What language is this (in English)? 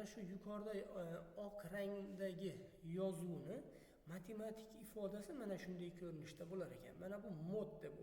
Uzbek